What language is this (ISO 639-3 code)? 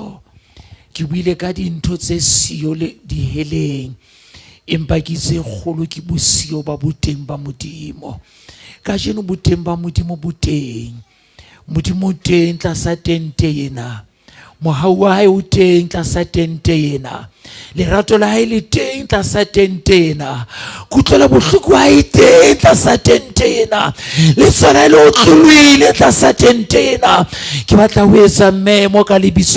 sot